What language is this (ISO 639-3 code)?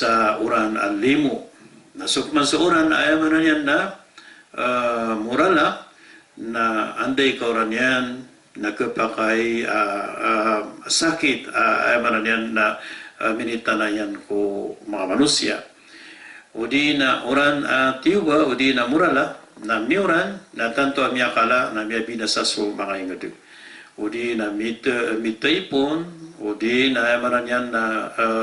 mrw